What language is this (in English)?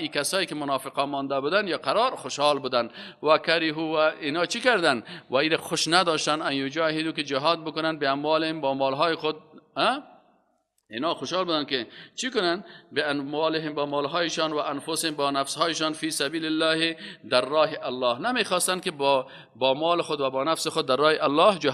Persian